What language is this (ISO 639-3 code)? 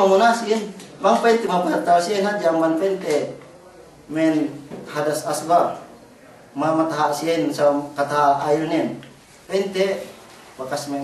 yka